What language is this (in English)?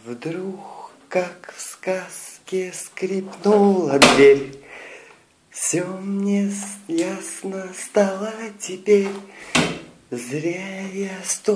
Russian